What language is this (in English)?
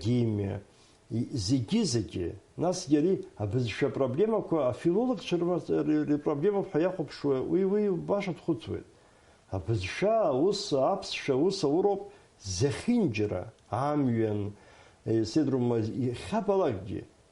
Abkhazian